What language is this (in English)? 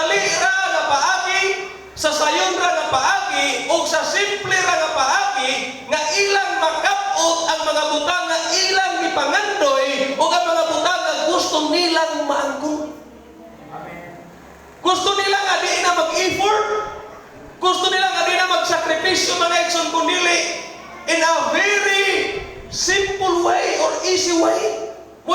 Cebuano